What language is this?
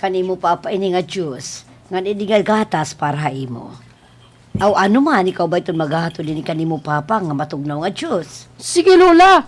Waray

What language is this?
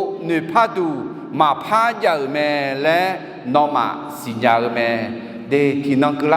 Akha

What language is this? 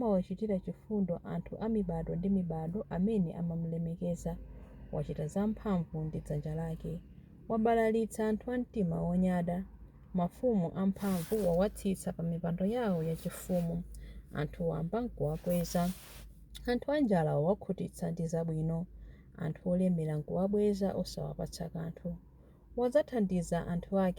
Nyanja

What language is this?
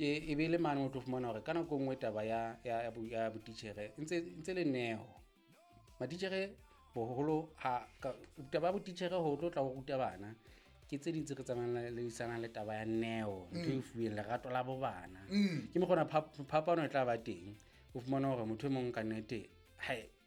Southern Sotho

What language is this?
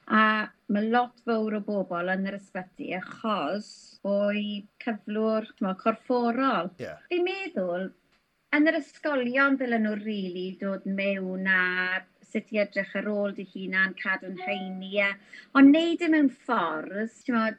Welsh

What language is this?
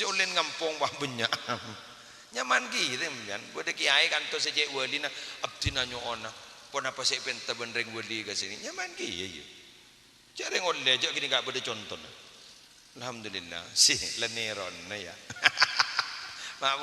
Madurese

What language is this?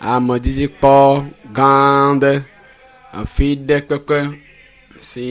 Ewe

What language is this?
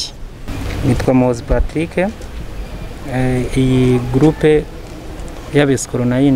Kinyarwanda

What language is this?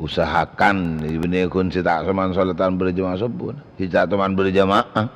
Madurese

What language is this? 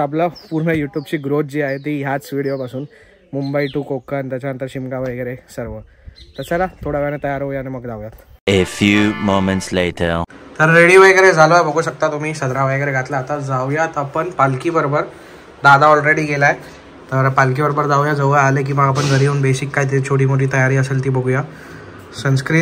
Marathi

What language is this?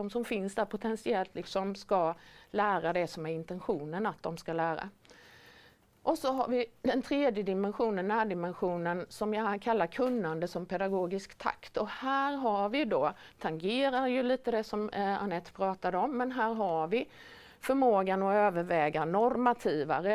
Swedish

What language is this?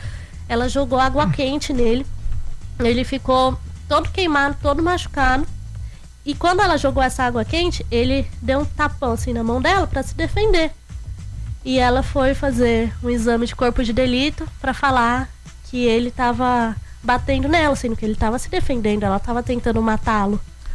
Portuguese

